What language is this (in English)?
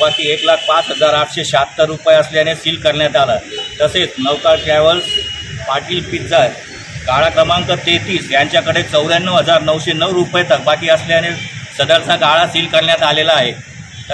Marathi